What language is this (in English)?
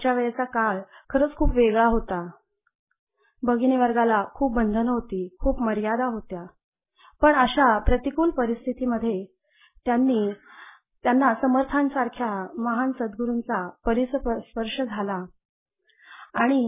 Marathi